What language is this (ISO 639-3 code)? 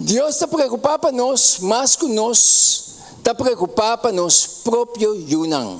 pap